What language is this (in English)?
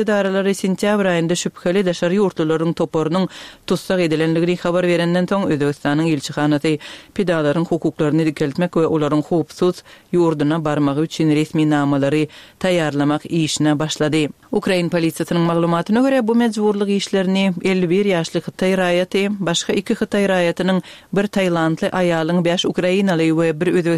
Kyrgyz